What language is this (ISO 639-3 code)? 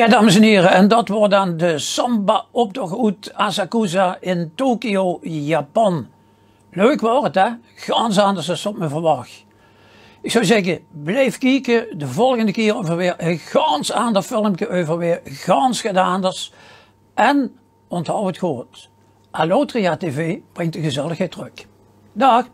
lim